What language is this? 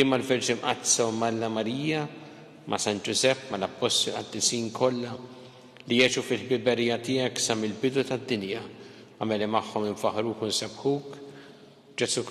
Maltese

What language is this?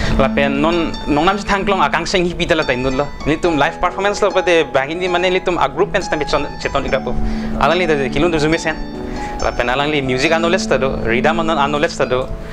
Karbi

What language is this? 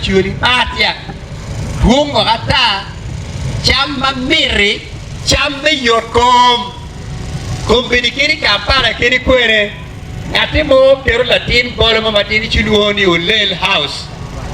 Acoli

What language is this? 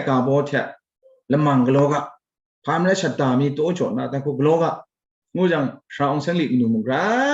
Kachin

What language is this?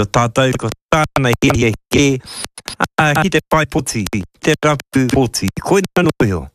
Māori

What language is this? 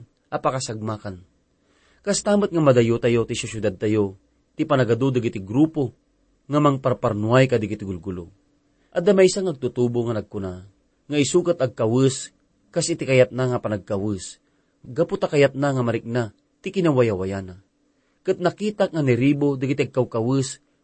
Iloko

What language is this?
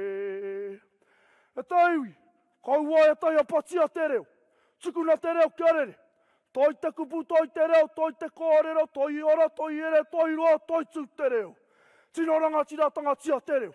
Māori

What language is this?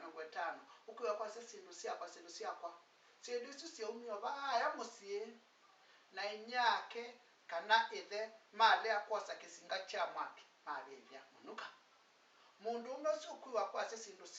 Kamba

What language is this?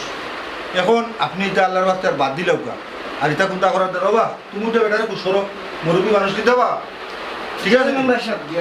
Sylheti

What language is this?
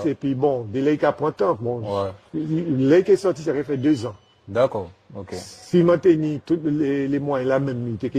Guadeloupean Creole French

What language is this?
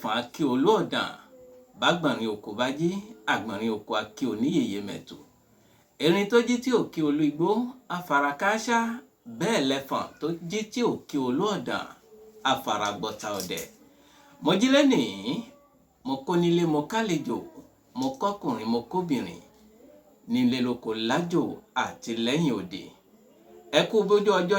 Yoruba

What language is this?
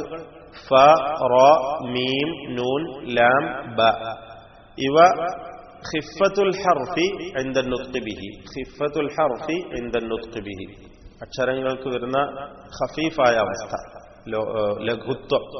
Malayalam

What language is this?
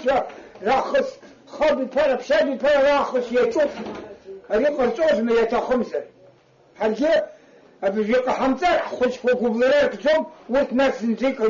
Abkhazian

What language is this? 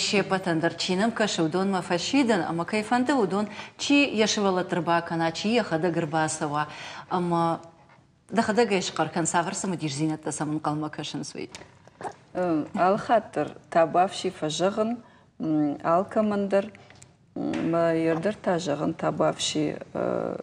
Ossetic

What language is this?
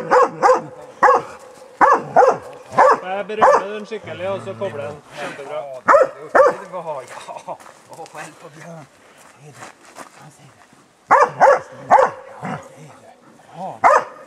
Norwegian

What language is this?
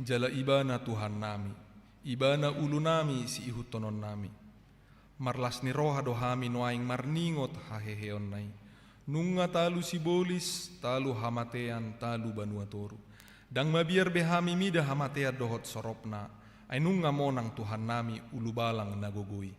Batak Toba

